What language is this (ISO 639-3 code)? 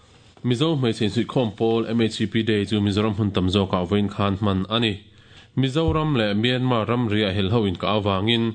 lus